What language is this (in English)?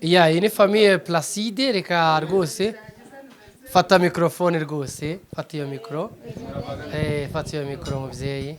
Kinyarwanda